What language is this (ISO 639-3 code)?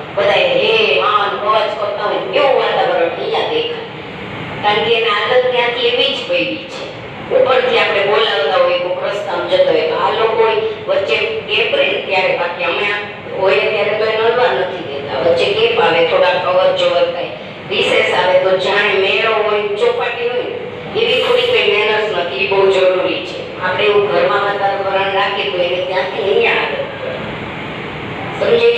guj